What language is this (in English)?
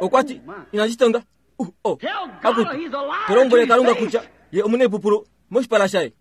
Kuanyama